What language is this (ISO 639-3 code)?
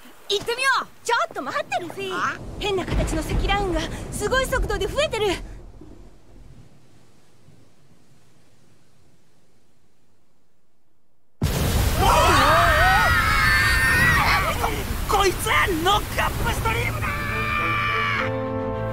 jpn